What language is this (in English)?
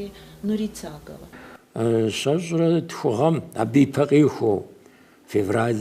Kabardian